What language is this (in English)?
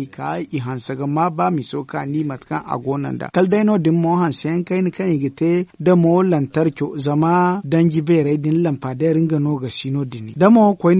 Zarma